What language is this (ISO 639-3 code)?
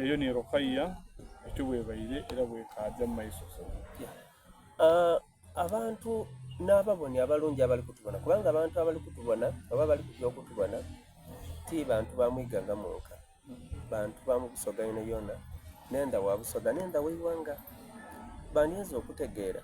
xog